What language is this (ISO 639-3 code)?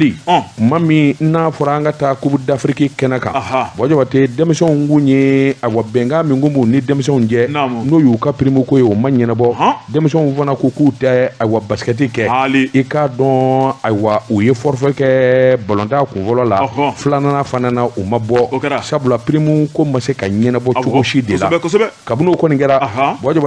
bam